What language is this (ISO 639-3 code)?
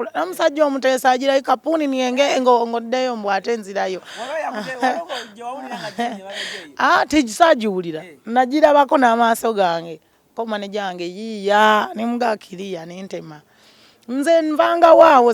lug